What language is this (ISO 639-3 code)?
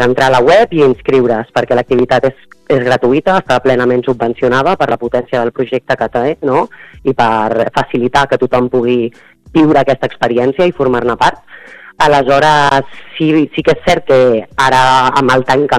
cat